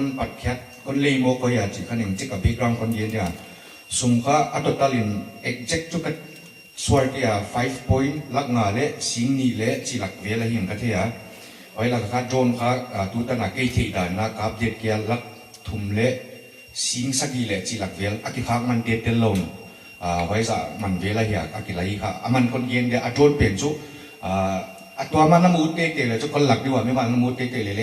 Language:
Paite Chin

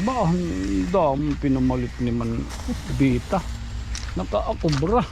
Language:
Waray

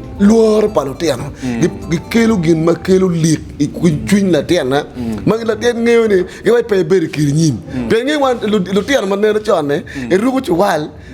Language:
Acoli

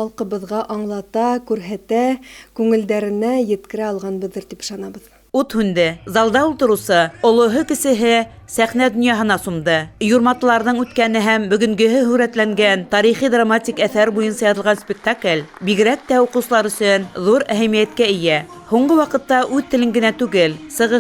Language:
Bashkir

